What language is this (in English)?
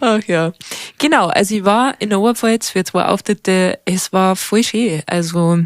Bavarian